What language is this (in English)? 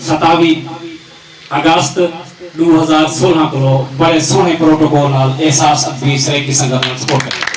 Saraiki